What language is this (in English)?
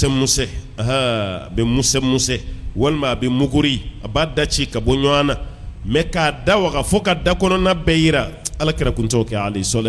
Bambara